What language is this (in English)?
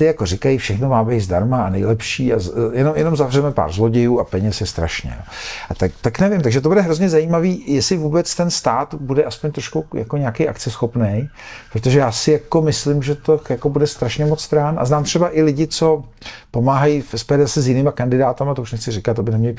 Czech